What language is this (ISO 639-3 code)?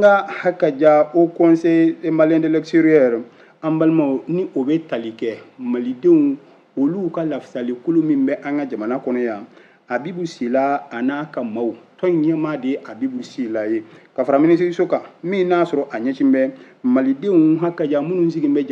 bam